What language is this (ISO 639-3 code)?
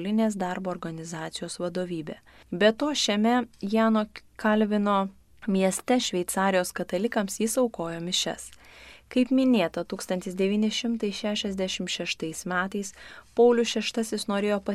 lit